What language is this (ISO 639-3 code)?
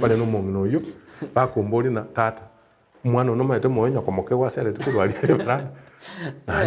guz